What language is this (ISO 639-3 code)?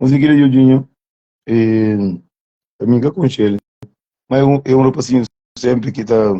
kea